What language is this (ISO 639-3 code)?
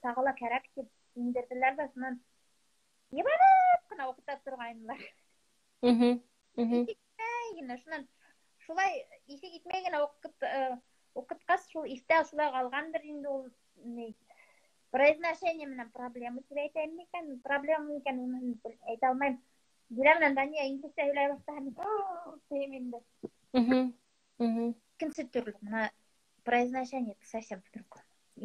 bak